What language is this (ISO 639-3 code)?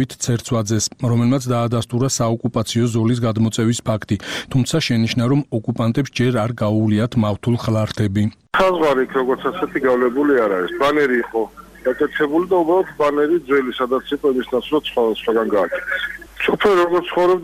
kat